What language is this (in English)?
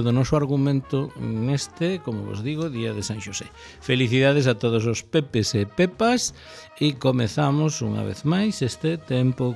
Galician